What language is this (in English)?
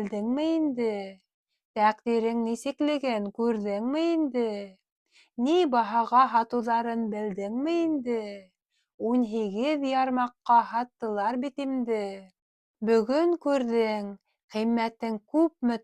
Bashkir